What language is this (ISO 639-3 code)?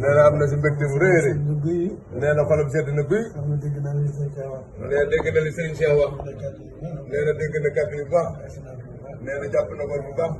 wol